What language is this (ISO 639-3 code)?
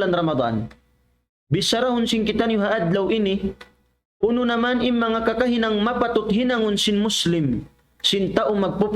tsg